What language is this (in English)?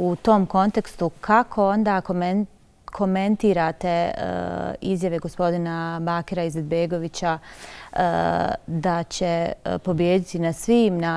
Bosnian